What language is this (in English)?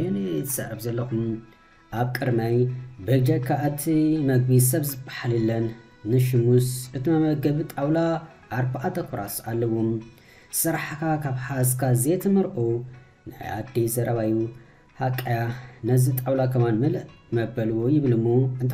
Tigrinya